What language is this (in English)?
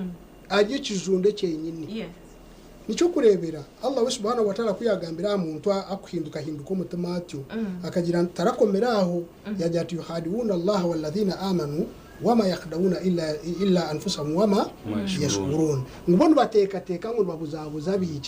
Nyankole